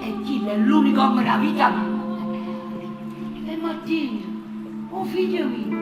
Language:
Neapolitan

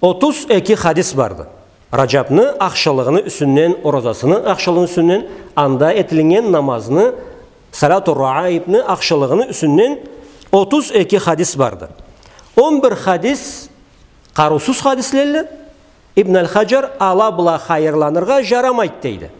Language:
Karachay-Balkar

